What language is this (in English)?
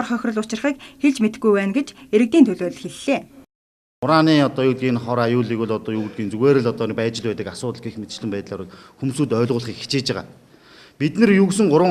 Mongolian